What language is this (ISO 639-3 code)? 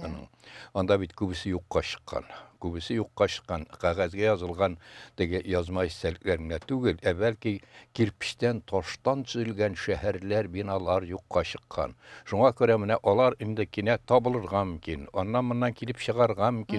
tat